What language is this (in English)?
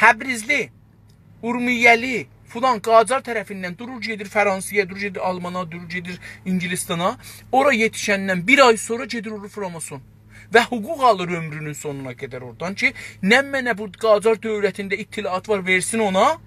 South Azerbaijani